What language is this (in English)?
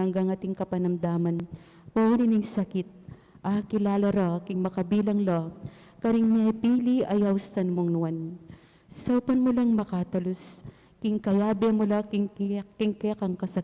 Pampanga